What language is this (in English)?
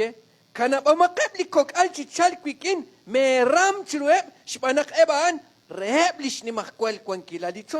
Kekchí